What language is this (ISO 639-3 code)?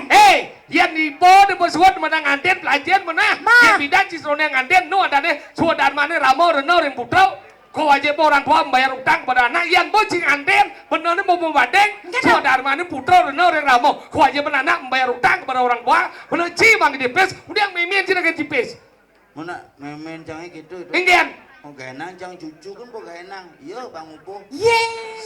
ban